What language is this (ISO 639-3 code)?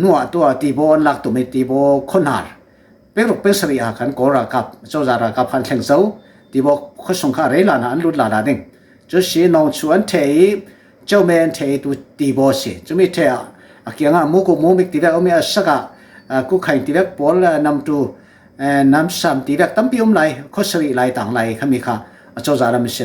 cfm